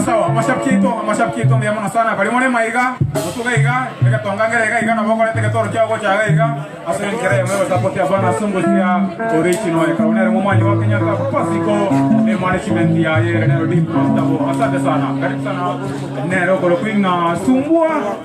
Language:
Gusii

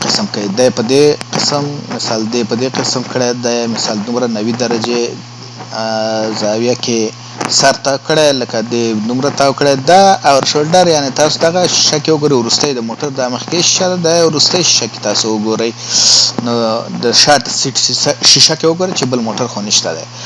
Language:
Pashto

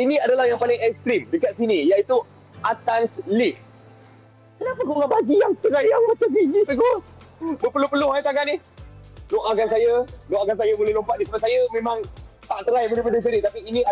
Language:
Malay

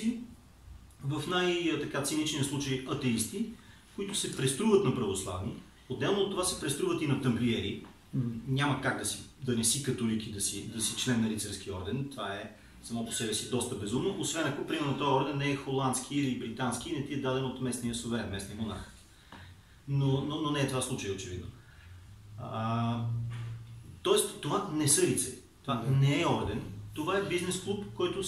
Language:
Bulgarian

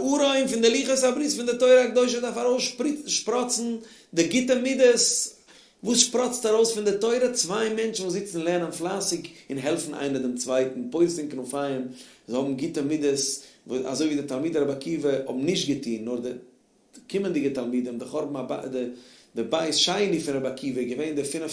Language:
Yiddish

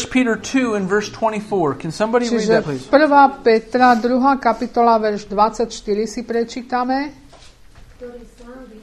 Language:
Slovak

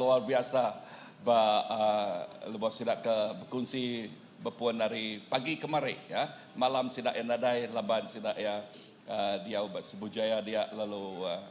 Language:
Iban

